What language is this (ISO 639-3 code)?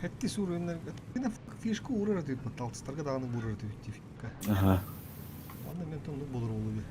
sah